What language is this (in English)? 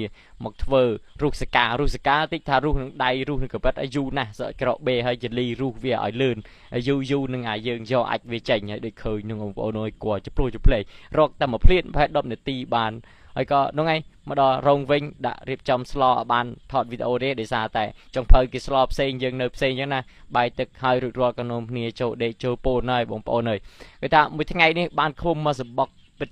Khmer